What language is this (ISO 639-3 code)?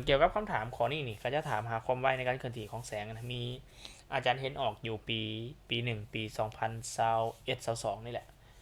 lao